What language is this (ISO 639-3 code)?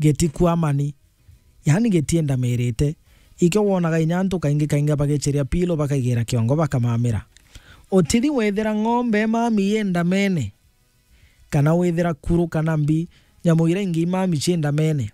mer